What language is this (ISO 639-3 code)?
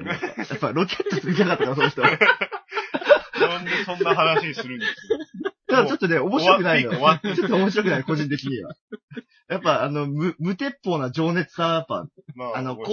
jpn